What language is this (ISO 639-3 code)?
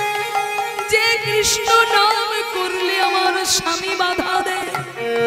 ben